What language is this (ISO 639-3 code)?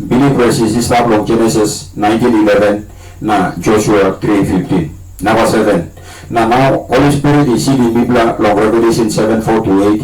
tpi